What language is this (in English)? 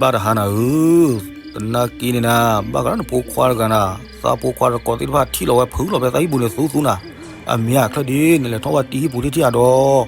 S'gaw Karen